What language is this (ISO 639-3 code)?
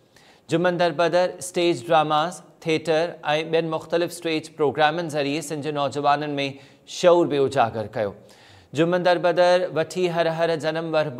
snd